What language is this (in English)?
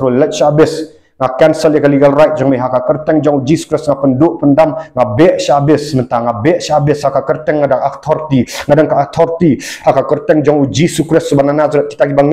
Khasi